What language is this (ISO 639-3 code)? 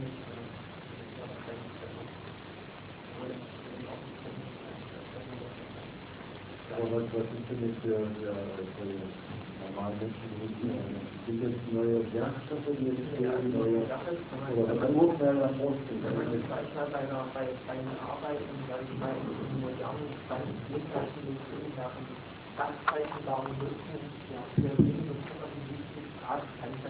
deu